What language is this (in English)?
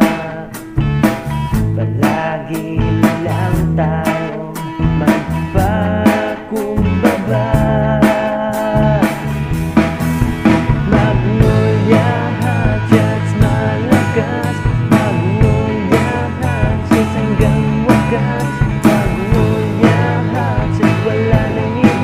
Filipino